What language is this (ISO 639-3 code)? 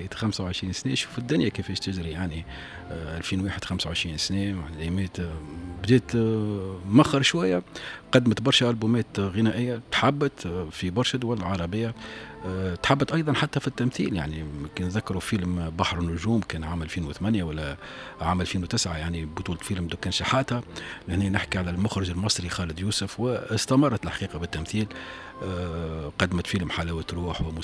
aeb